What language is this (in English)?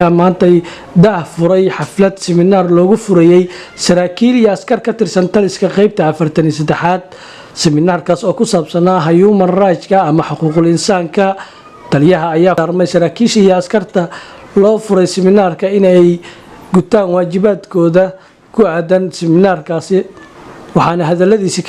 Somali